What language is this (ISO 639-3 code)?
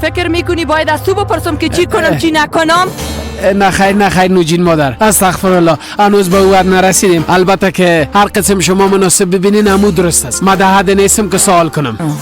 fas